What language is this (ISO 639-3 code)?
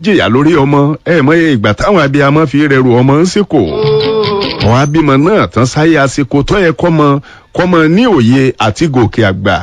yor